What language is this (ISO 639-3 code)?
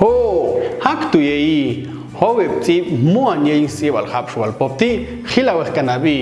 jac